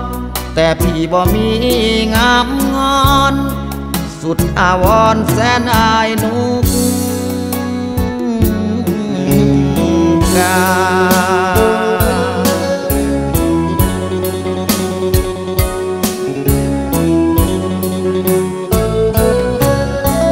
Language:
Thai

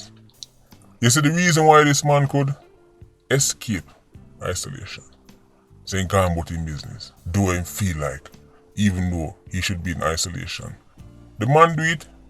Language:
Jamaican Creole English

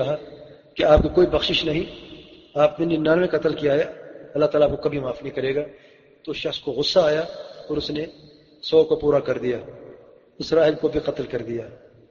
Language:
Urdu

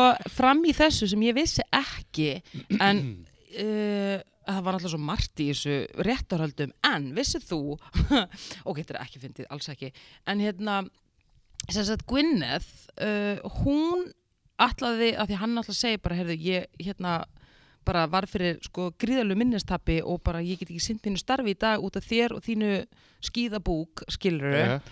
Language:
Icelandic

